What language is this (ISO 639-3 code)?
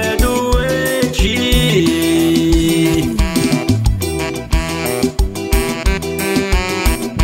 por